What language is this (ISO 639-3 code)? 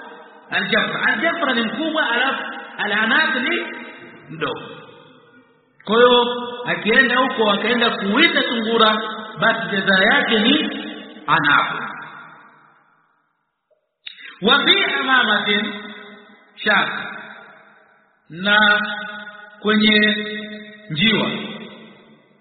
swa